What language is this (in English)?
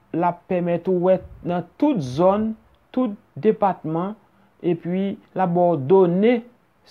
Haitian Creole